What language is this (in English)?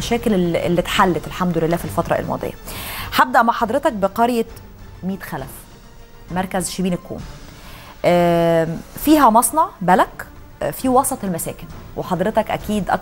Egyptian Arabic